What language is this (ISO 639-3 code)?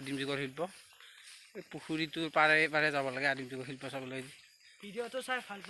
asm